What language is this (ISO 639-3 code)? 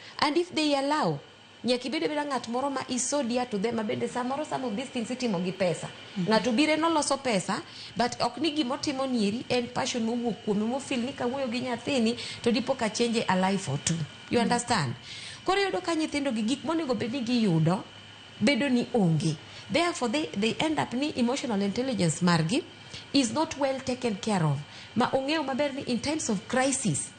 luo